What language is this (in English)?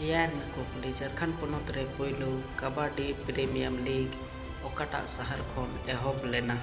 Santali